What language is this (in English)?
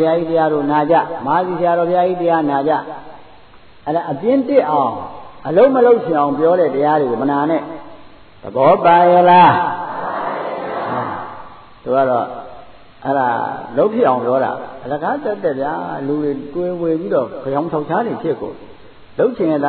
Burmese